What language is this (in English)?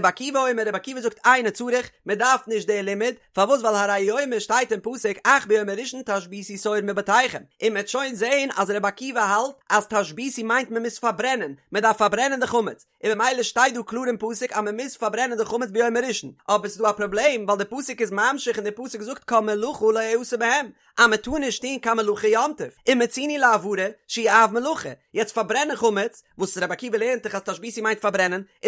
Yiddish